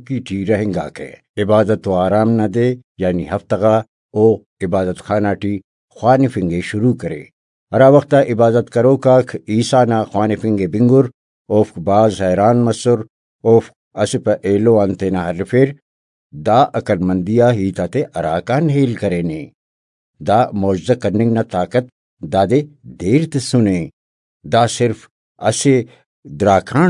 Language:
Brahui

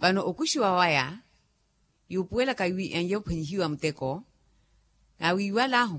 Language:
Makhuwa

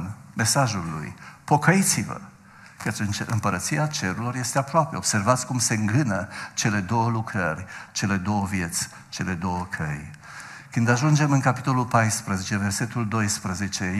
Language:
Romanian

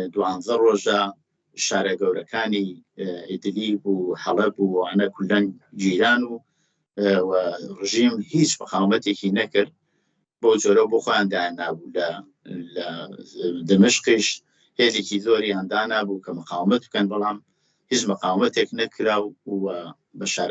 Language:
Central Kurdish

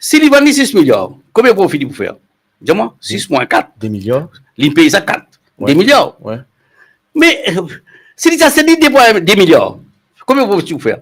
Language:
Morisyen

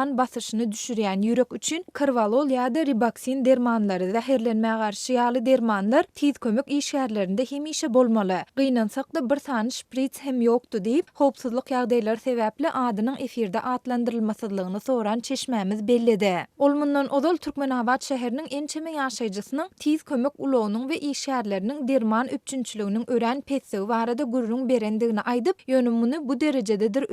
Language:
Turkmen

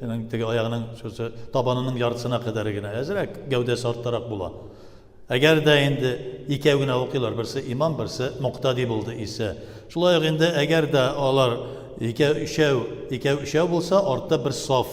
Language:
Tatar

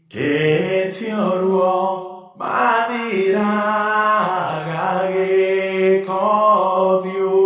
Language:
Kikuyu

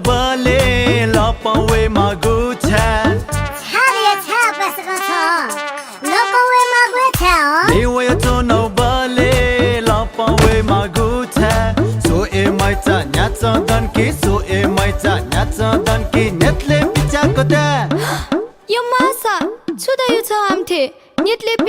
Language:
Newari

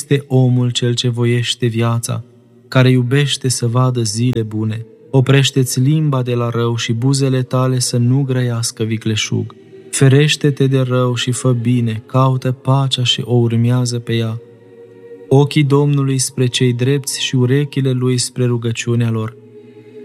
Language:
Romanian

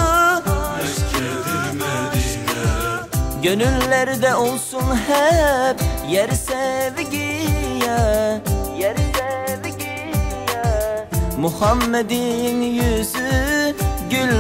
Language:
Turkish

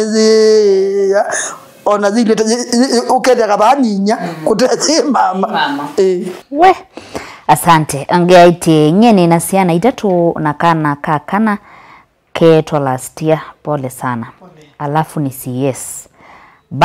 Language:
Kamba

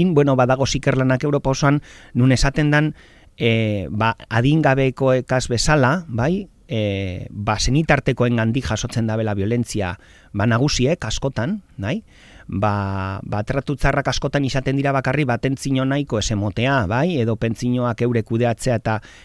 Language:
Basque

